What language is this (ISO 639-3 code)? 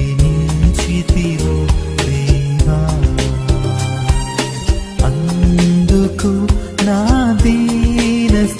tel